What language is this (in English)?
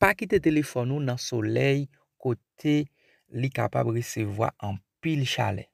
Haitian Creole